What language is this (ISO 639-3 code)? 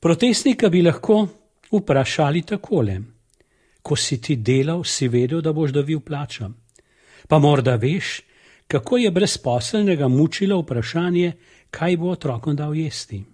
slv